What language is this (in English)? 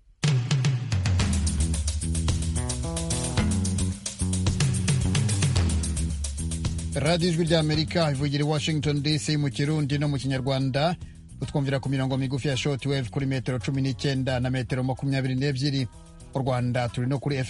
Kinyarwanda